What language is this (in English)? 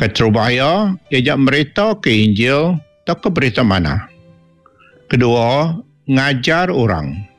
Iban